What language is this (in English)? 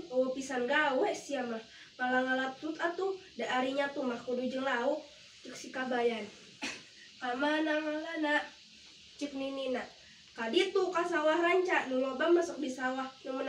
Sundanese